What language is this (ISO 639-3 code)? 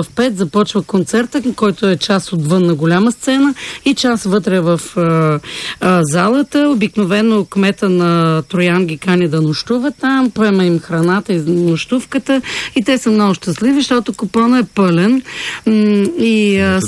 bul